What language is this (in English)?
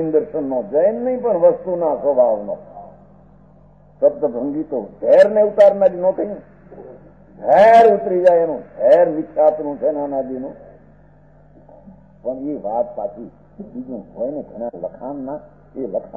Gujarati